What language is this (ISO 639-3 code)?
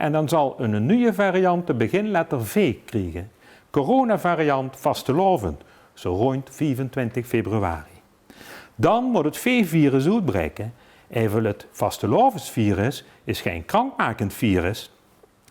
lim